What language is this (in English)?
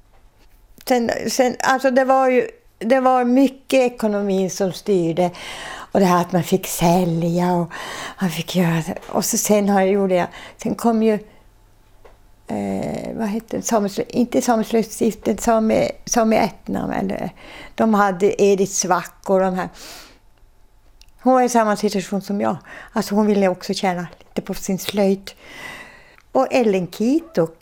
Swedish